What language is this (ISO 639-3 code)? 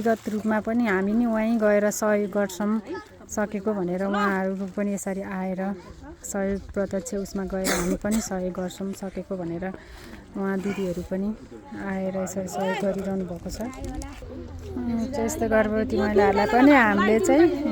nep